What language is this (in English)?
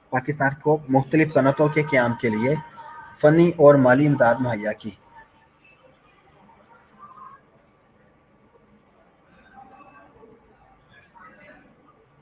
Urdu